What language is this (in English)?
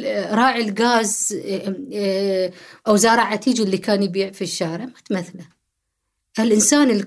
Gulf Arabic